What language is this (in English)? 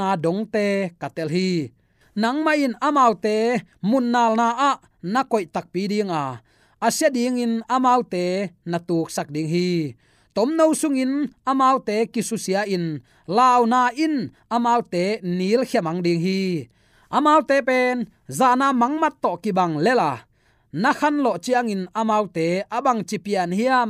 Tedim Chin